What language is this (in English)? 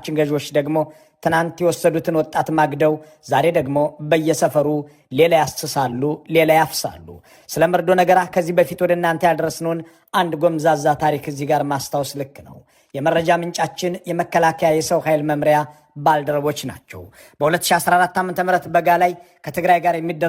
Amharic